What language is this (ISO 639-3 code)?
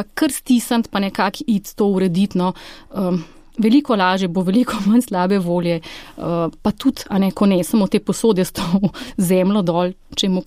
slv